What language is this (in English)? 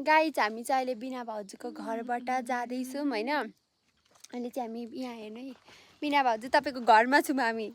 Nepali